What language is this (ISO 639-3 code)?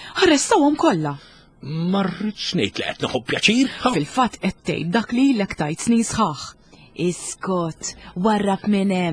mlt